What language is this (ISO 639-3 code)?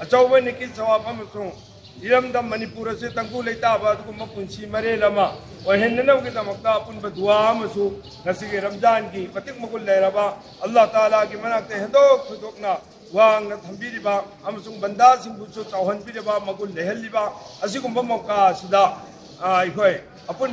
mni